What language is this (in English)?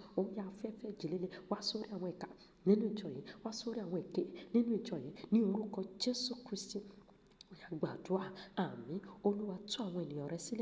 Yoruba